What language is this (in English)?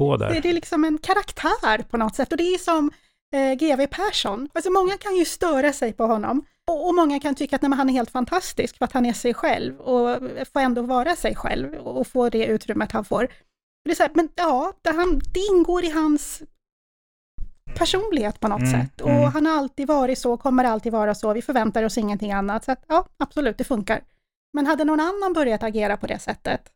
Swedish